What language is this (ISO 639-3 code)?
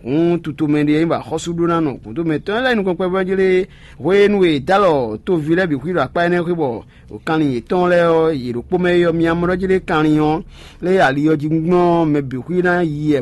fon